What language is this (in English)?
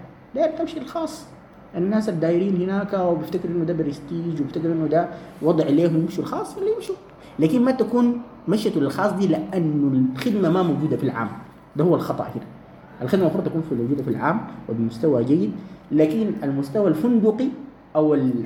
Sudanese Arabic